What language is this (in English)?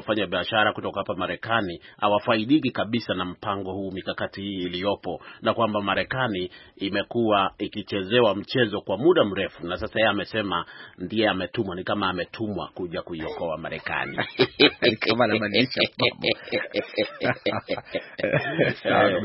Swahili